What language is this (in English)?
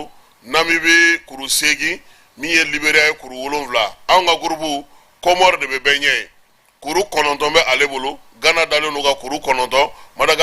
Bambara